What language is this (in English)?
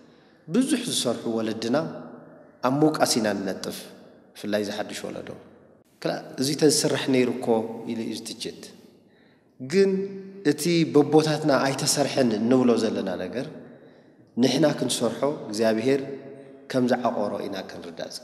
Tigrinya